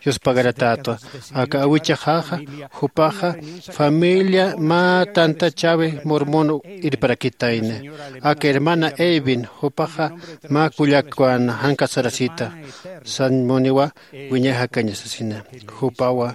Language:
Aymara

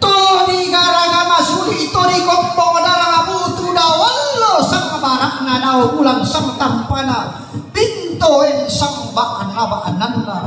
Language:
Toraja-Sa'dan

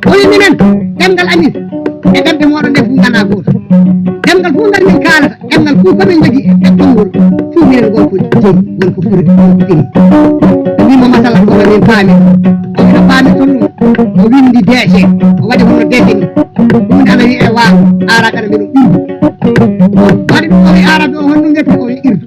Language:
Fula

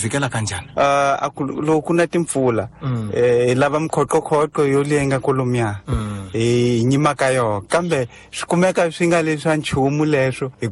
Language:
Tsonga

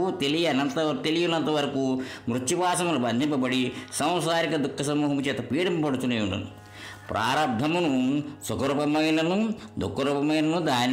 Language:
Telugu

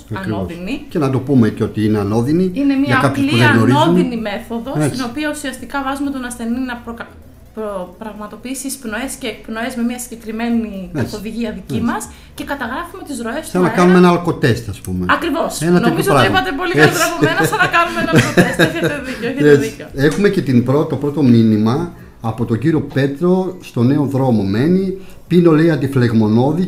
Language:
Greek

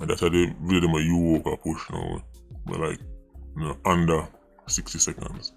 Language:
Jamaican Creole English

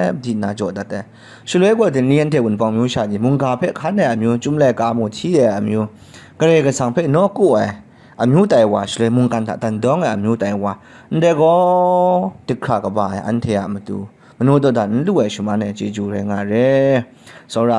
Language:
Kachin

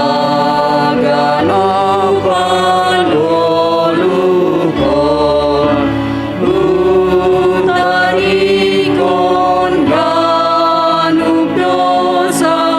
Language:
Batak Simalungun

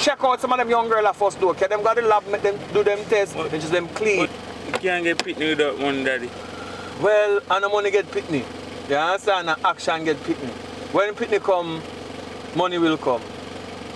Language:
Jamaican Creole English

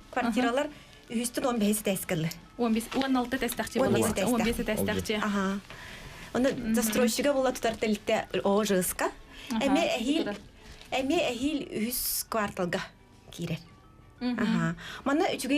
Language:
Yakut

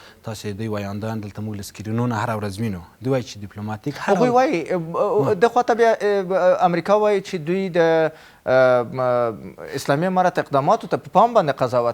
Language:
Pashto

